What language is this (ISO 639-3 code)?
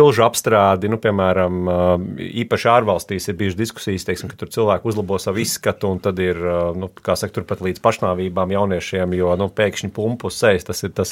lav